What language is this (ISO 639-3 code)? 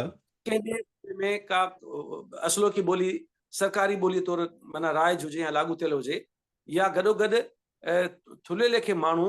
snd